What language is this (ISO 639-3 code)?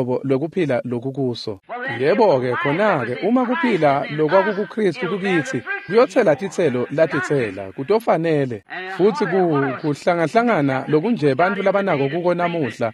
ssw